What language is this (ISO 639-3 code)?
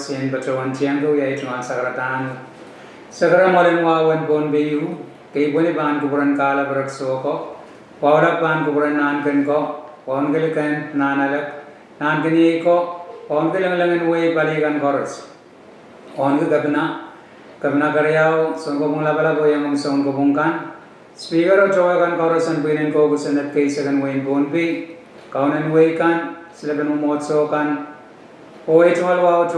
pon